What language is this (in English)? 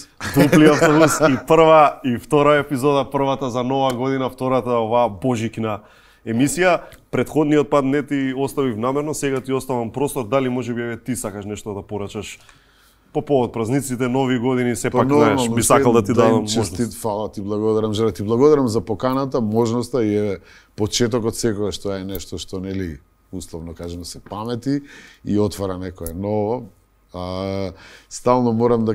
Macedonian